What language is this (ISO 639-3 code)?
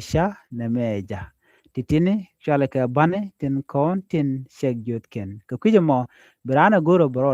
nus